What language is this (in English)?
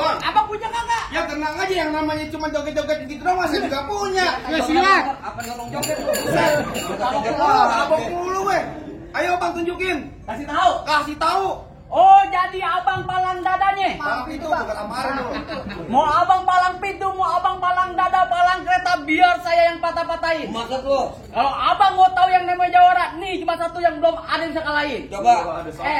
Betawi